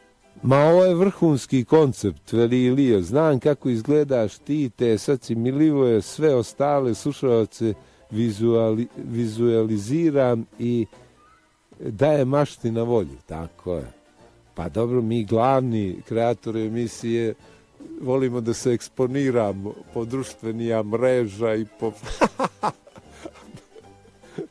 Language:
Bosnian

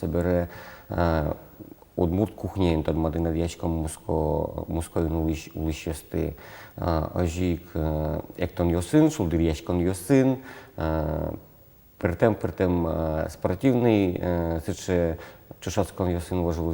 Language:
Udmurt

